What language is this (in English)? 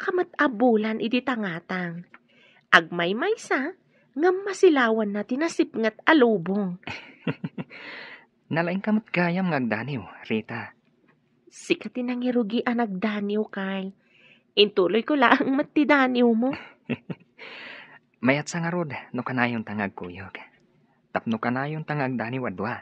Iloko